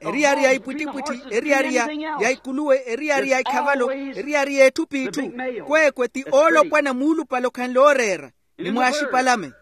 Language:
Makhuwa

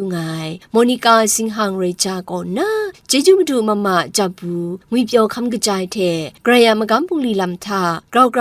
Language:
Kachin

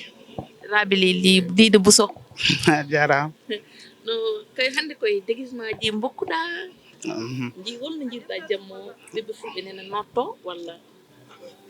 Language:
Fula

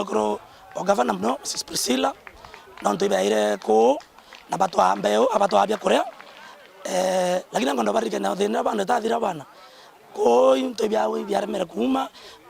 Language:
Meru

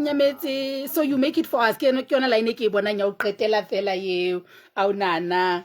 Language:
Southern Sotho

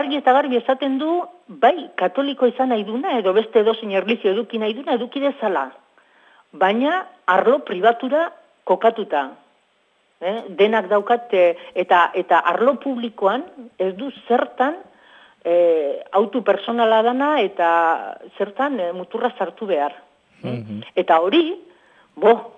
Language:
Basque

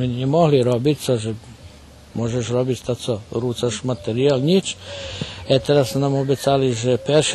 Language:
Rusyn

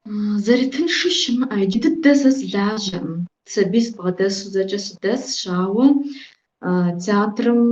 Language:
Kabardian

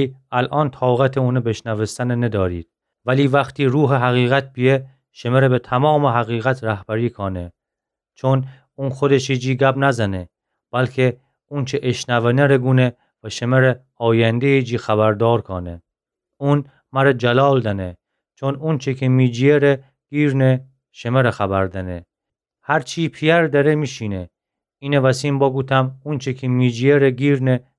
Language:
Gilaki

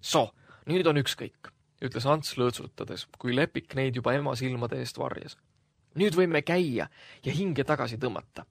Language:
Estonian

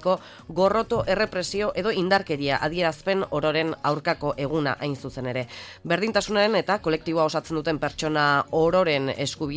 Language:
Basque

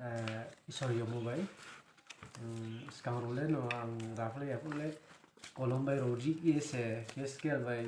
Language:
Riang (India)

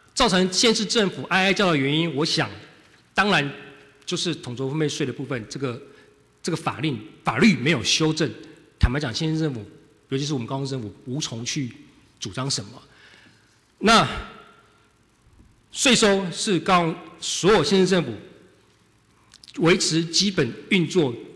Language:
Chinese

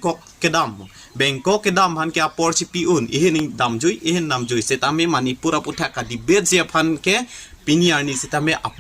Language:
Karbi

